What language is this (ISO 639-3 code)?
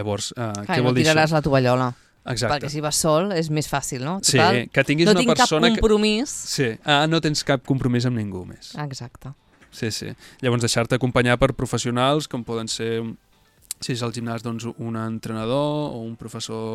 cat